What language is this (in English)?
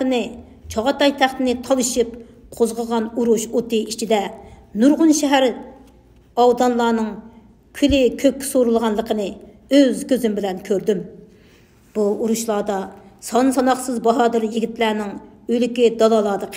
Uyghur